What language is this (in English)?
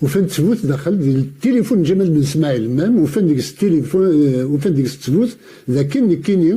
Kabyle